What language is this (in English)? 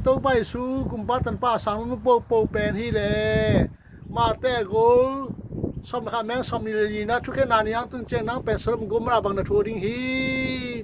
Tedim Chin